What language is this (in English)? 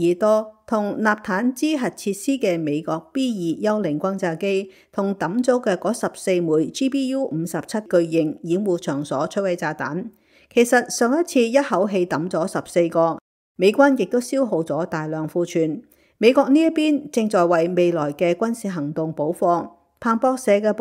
Cantonese